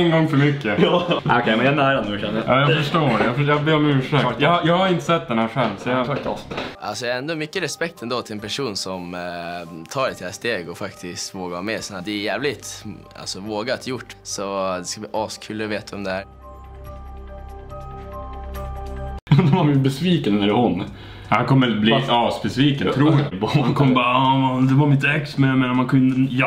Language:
Swedish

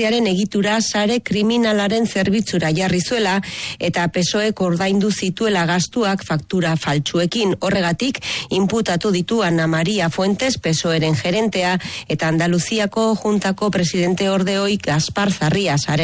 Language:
Basque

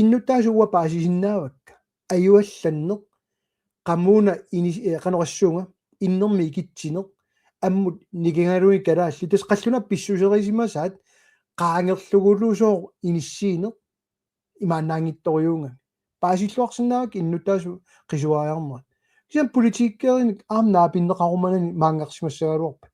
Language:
Kalaallisut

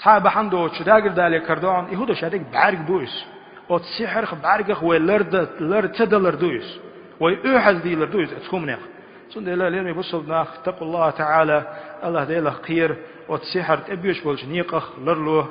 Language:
Chechen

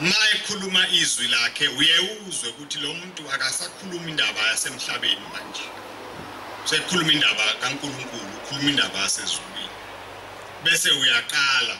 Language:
Zulu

